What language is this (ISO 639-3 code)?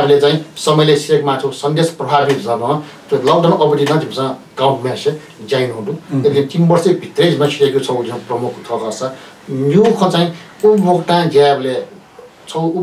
new